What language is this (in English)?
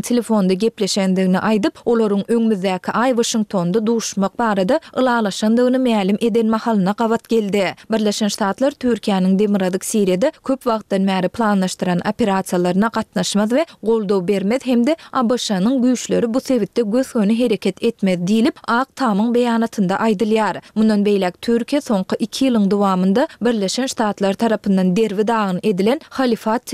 Turkmen